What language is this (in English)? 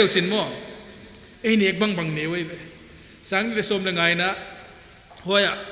Paite Chin